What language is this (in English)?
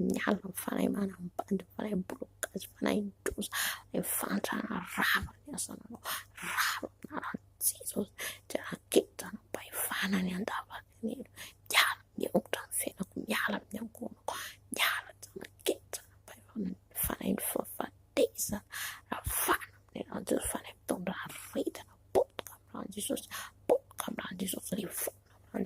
Malagasy